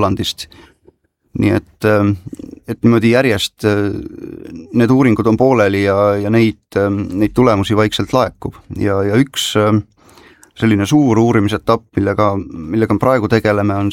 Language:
Estonian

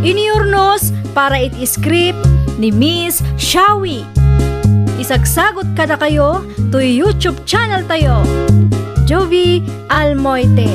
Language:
Iloko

